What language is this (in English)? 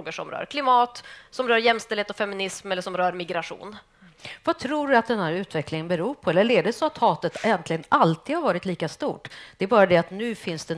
Swedish